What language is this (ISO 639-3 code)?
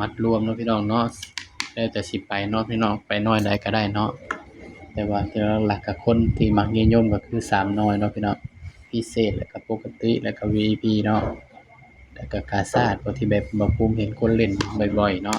tts